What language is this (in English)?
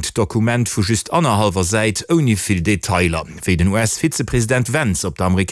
Luxembourgish